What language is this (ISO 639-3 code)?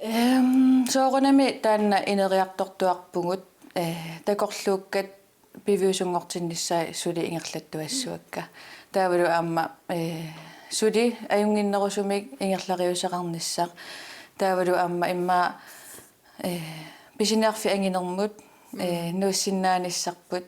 kal